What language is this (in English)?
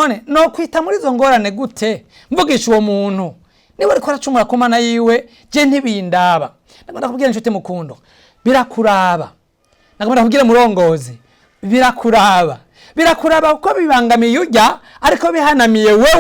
Rundi